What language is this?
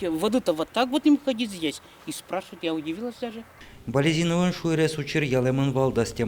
Udmurt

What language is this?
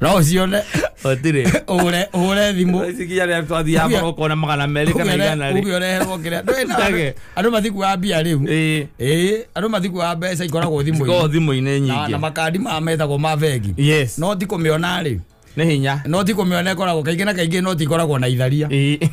Kikuyu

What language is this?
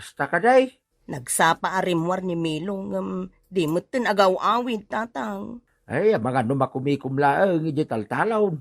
Iloko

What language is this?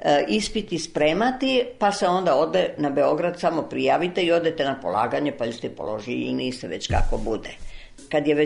Serbian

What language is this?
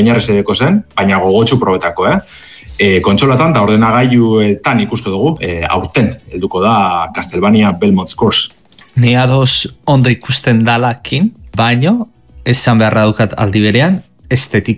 Basque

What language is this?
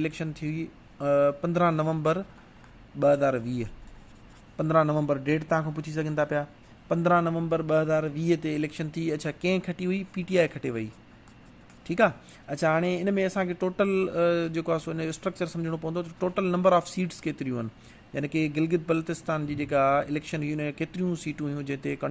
Sindhi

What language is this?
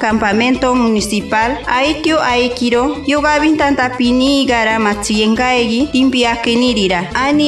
Machiguenga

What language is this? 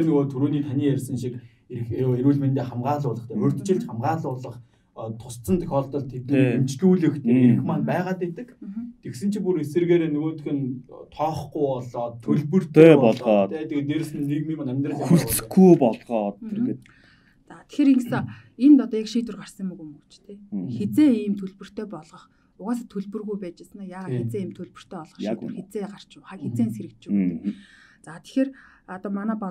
Mongolian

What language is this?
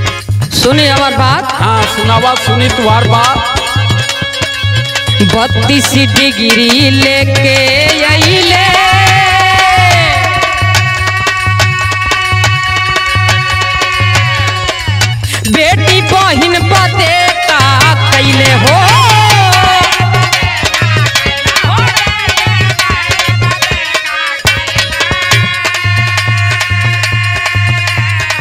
Bhojpuri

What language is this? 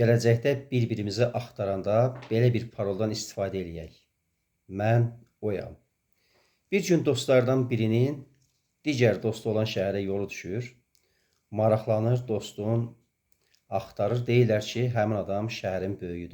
Azerbaijani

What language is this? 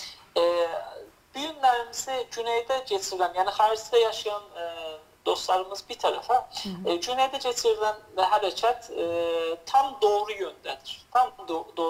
South Azerbaijani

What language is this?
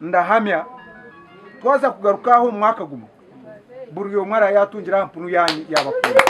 Nyankole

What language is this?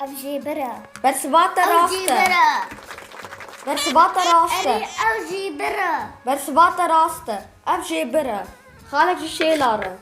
Kurdish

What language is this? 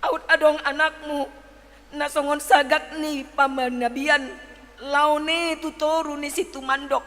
Batak Toba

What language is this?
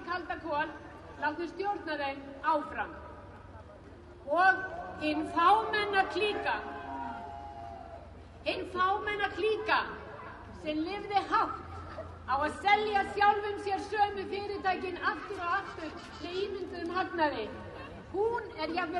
Icelandic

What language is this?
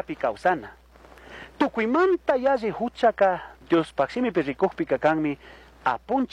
Chimborazo Highland Quichua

